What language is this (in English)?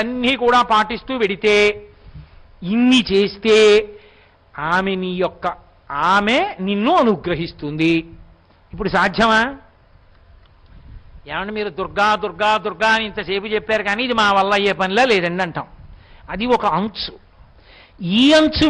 Telugu